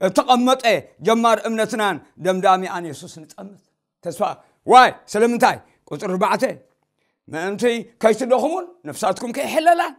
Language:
Tigrinya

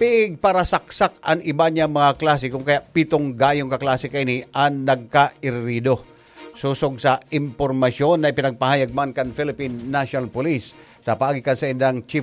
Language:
Bikol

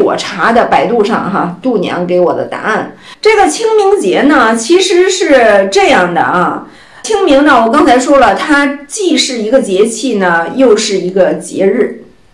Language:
Chinese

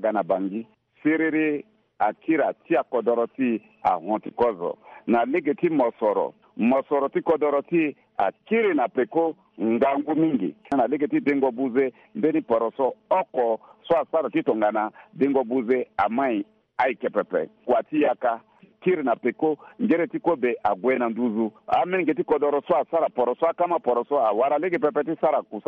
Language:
Sango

